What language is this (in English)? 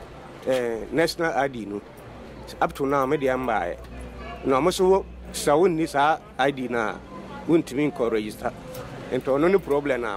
Akan